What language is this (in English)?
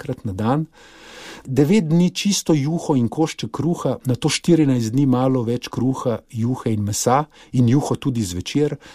Slovenian